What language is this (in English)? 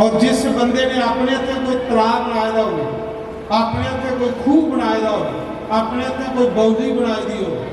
Dogri